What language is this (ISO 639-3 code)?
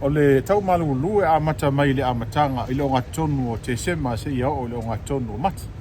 smo